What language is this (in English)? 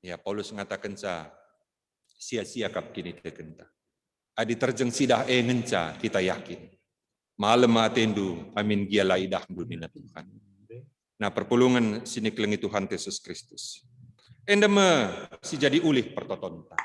Batak Karo